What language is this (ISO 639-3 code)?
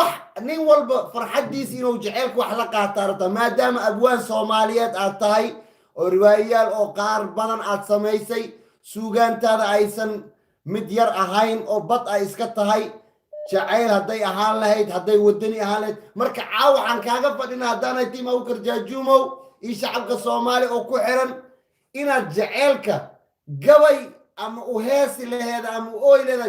som